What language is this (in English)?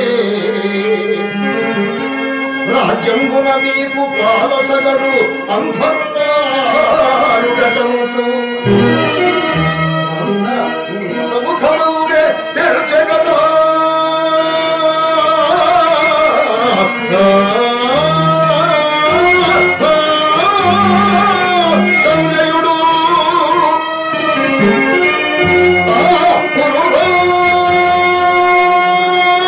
Telugu